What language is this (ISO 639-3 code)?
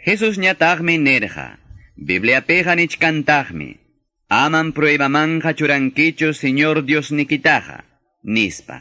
que